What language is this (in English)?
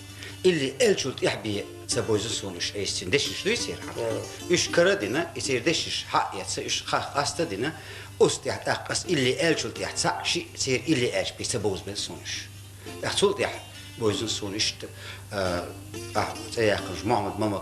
Chechen